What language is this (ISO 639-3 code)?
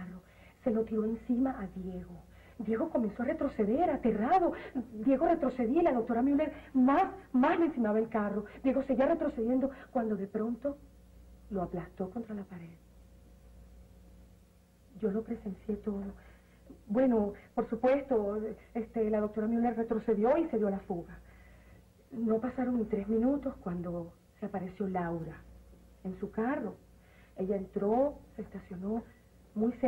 spa